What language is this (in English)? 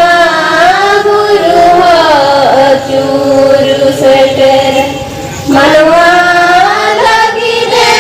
Santali